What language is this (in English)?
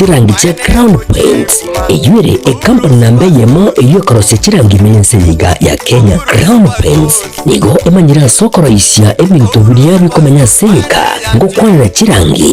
Gusii